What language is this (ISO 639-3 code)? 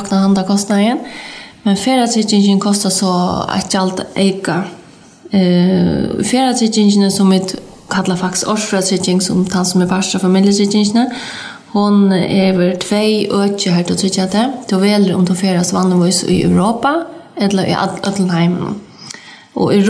fao